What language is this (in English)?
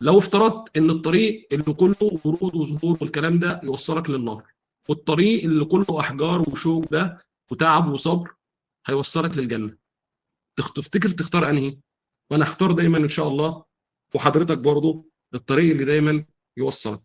Egyptian Arabic